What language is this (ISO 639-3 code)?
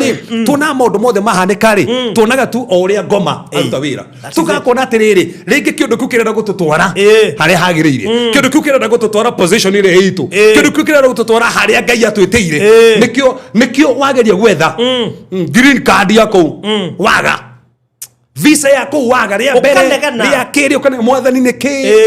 kik